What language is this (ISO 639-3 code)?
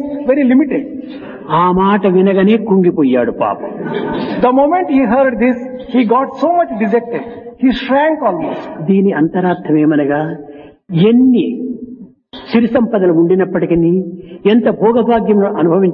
tel